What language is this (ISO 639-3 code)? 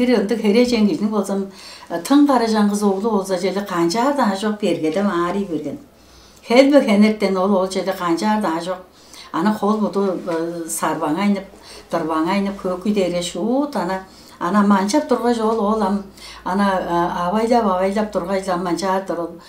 tyv